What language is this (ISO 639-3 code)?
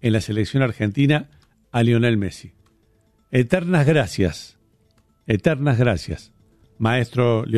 spa